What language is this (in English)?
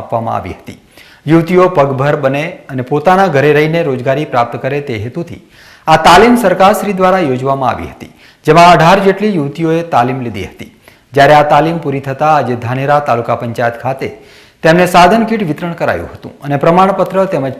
Gujarati